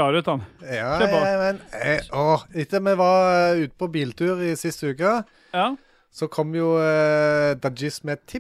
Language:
Norwegian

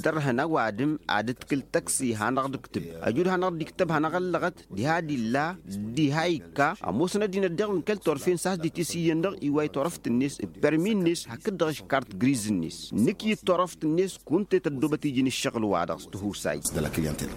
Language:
Tamasheq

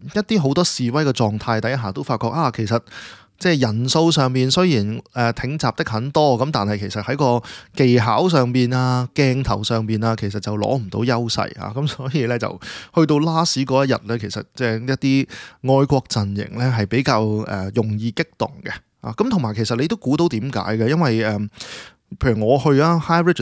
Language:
Cantonese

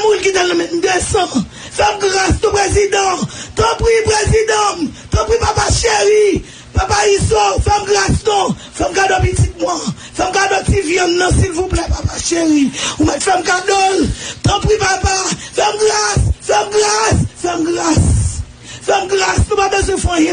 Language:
Haitian Creole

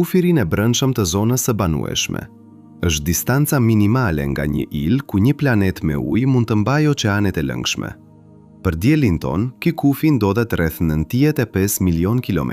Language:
Albanian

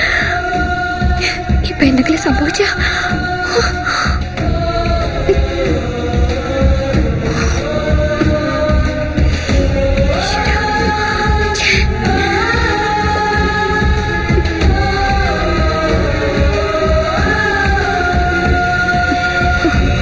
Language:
Malayalam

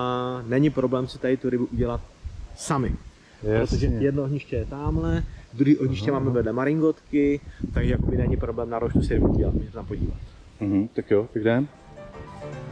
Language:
Czech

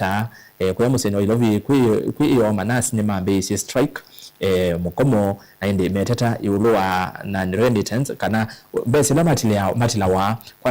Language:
Kamba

